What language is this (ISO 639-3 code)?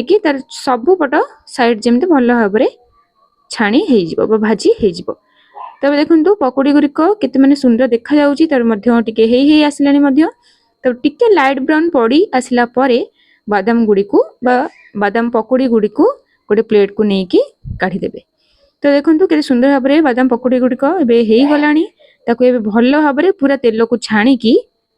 ori